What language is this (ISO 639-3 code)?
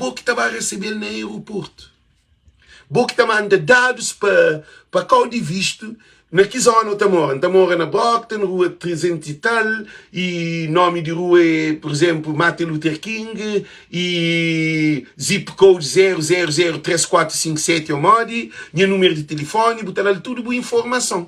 kea